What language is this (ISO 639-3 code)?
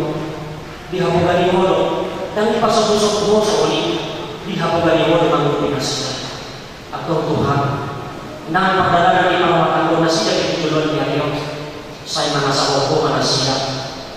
bbc